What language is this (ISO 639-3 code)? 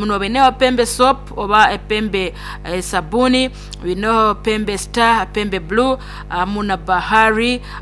nyn